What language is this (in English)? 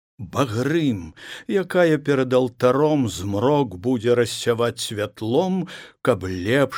Belarusian